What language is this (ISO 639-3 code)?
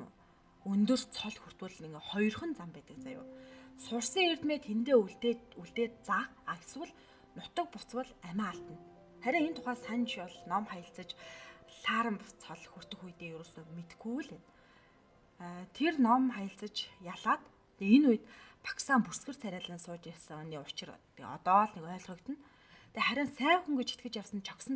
mon